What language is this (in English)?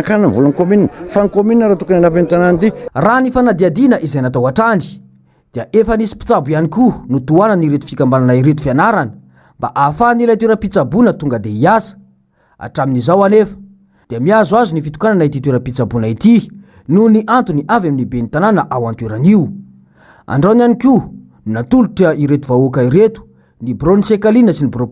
Malagasy